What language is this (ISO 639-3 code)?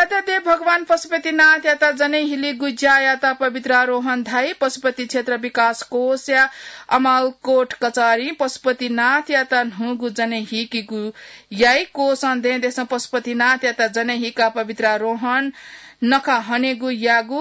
new